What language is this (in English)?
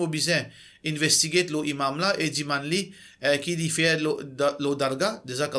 Morisyen